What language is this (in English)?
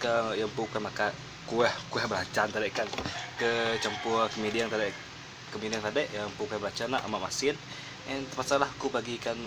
Iban